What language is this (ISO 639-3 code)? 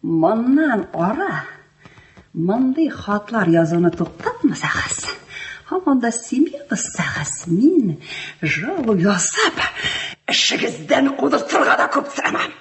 tat